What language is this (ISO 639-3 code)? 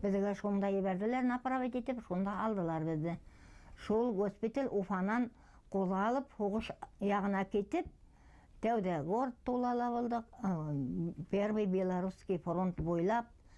bak